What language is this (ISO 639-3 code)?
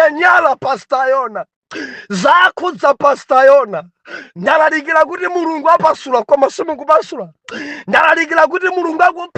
nya